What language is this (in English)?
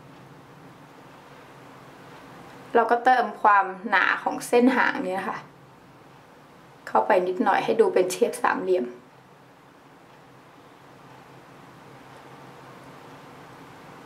Thai